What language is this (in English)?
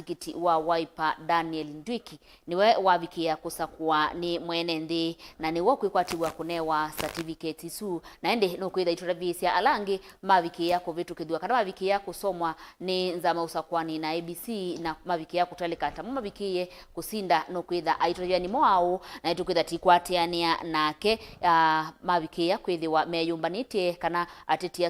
Kamba